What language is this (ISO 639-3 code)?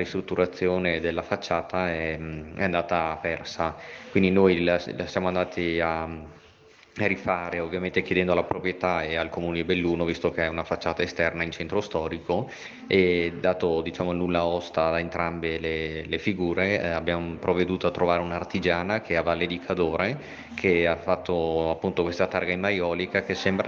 ita